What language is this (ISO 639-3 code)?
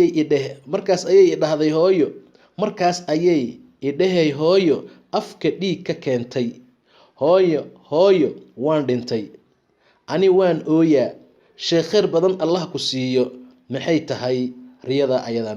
som